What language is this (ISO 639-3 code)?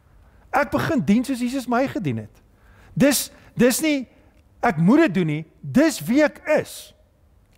afr